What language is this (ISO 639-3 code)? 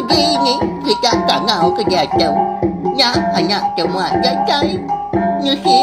iba